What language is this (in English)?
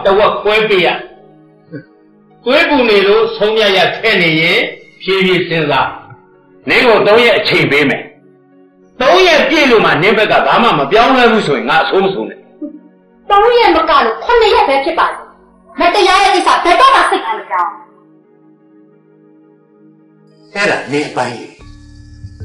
Burmese